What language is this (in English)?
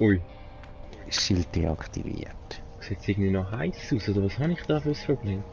Swiss German